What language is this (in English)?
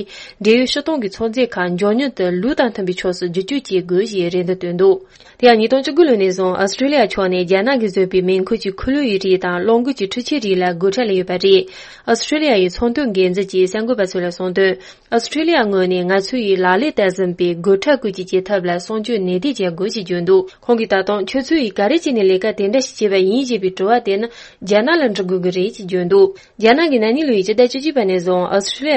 Tibetan